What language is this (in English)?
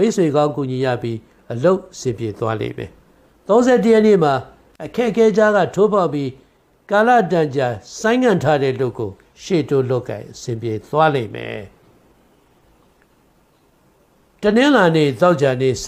Burmese